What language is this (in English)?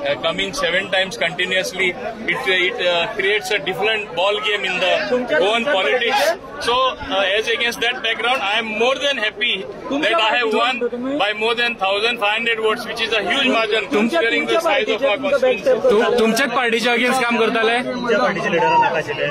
Konkani